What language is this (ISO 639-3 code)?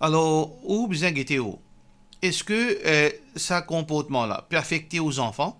mfe